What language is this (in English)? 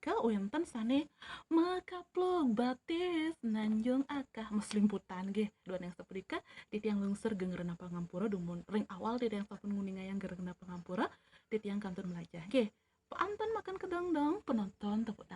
Balinese